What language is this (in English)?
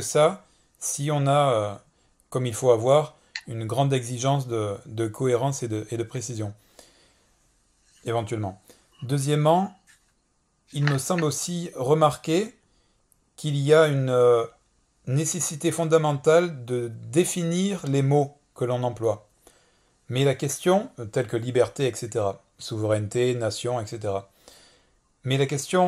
French